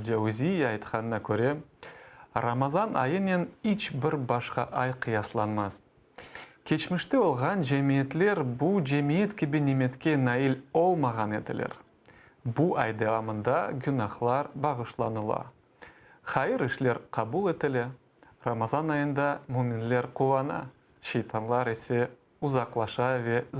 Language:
Crimean Tatar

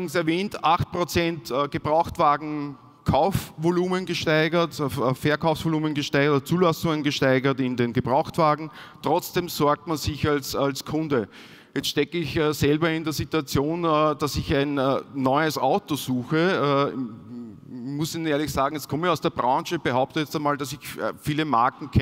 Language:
German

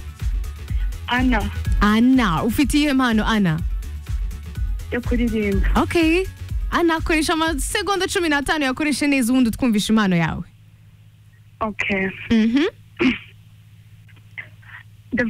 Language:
Kinyarwanda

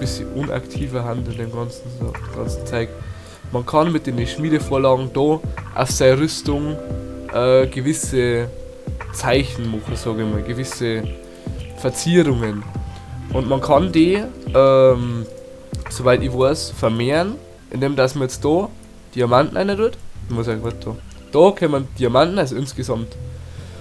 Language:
Bavarian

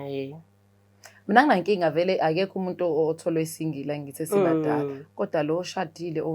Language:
Zulu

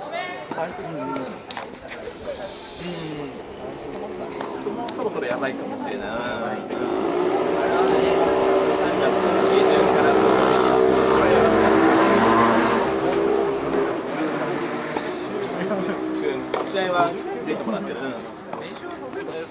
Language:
Japanese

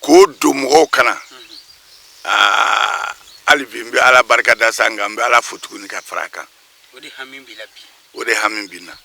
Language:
Bambara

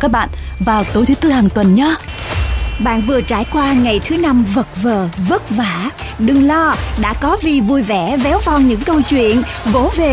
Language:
Vietnamese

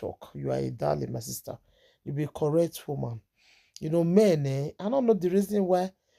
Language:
Nigerian Pidgin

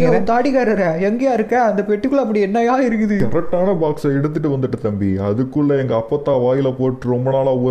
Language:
Tamil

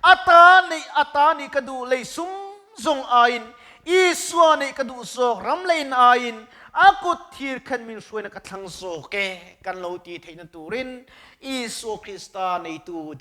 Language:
Mizo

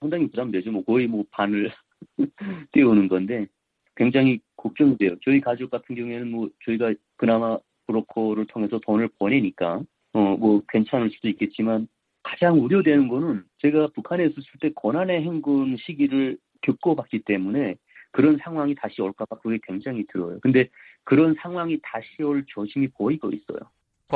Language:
Korean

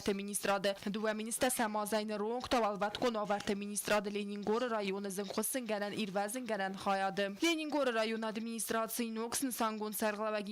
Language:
Ossetic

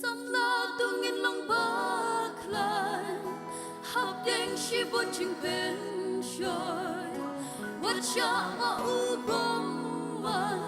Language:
Khasi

